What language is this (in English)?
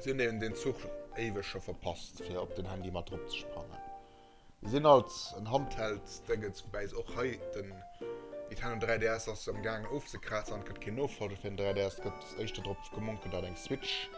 Luxembourgish